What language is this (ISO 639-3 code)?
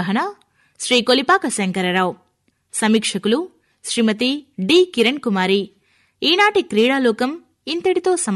tel